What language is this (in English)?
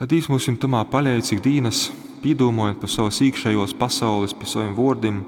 Latgalian